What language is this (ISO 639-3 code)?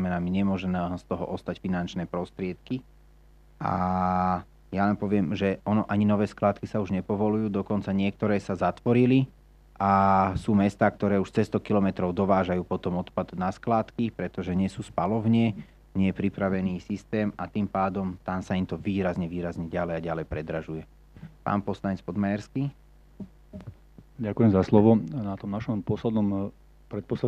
slk